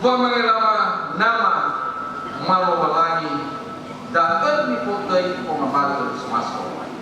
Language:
Nias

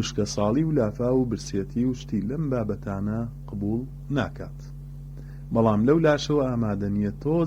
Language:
Central Kurdish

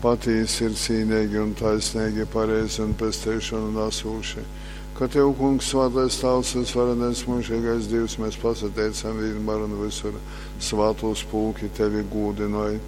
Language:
Latgalian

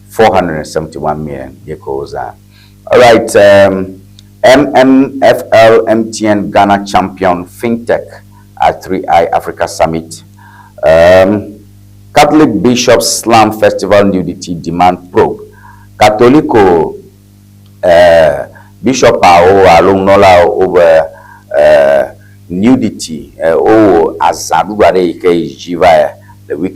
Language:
Ewe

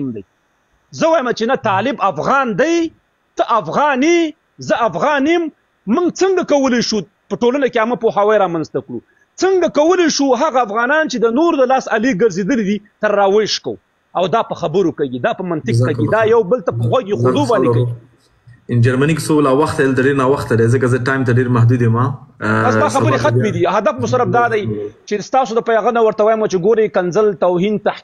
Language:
Pashto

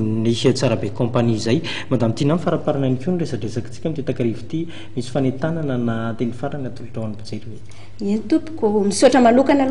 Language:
Malagasy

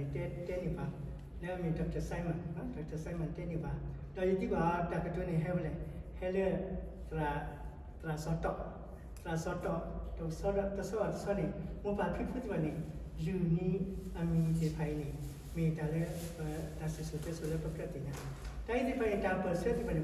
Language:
S'gaw Karen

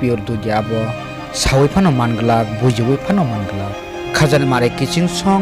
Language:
Kok Borok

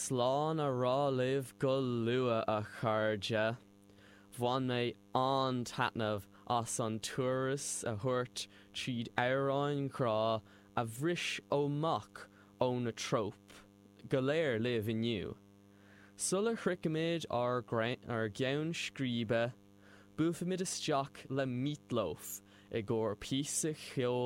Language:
Irish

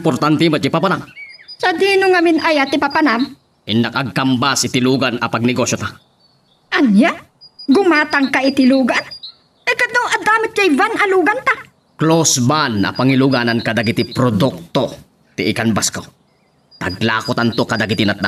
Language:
Iloko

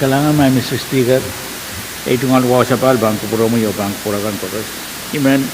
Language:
Pohnpeian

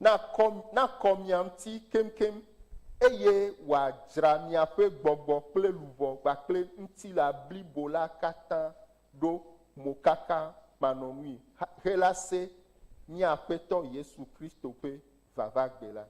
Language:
Ewe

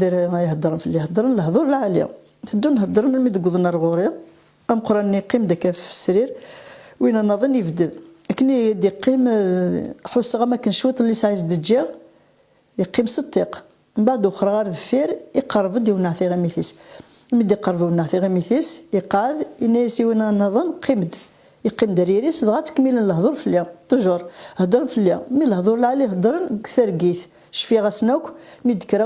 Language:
Kabyle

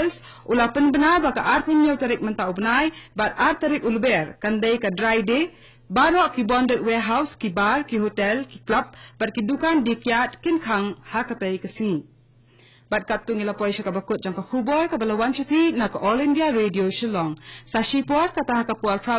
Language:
Khasi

